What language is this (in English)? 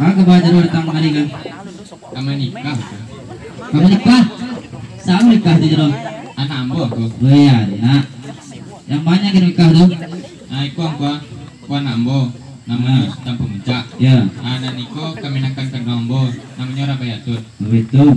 Minangkabau